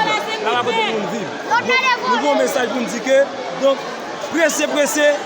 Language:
Haitian Creole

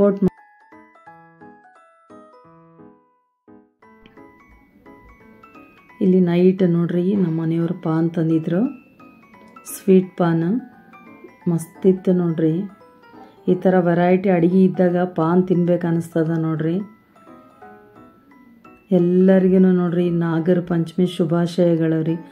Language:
Kannada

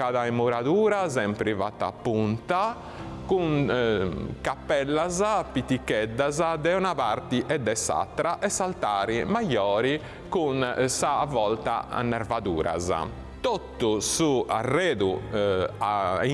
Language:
Sardinian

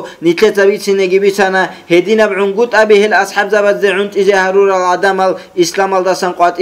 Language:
Avaric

